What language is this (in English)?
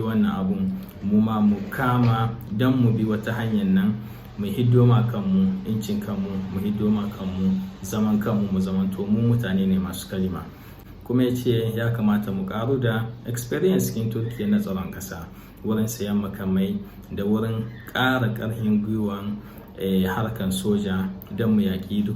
Hausa